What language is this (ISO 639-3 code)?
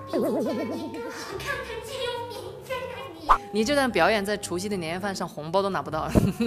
zho